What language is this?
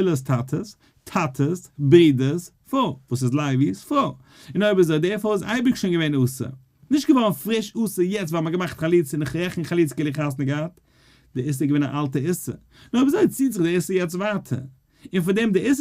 Yiddish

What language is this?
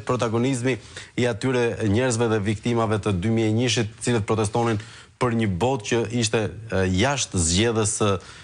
Albanian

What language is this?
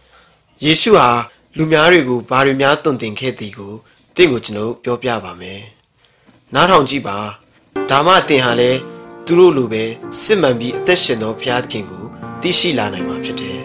Burmese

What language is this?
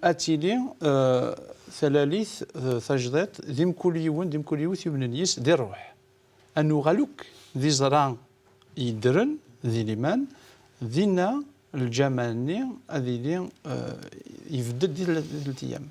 Kabyle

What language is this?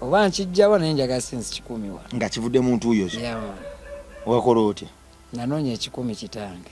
Ganda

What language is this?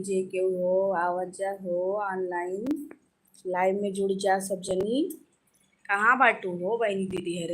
Awadhi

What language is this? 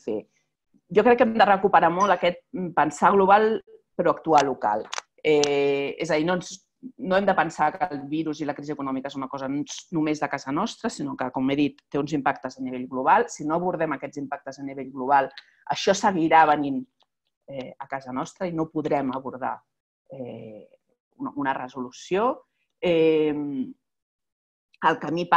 Catalan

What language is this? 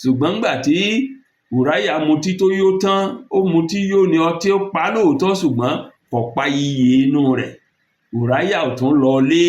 Yoruba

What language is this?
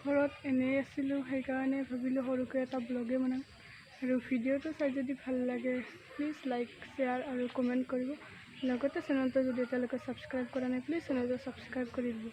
Assamese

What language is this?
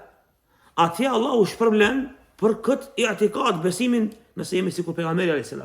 Albanian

